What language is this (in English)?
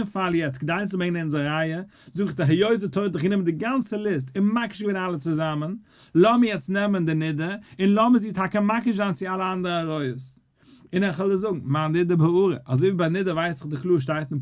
Yiddish